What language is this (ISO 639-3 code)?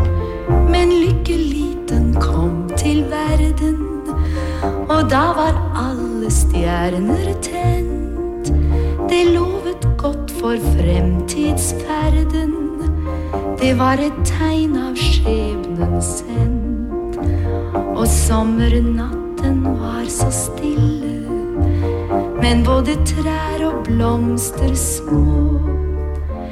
nor